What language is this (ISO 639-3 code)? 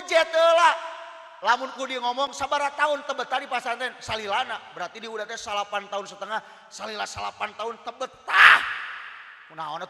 sun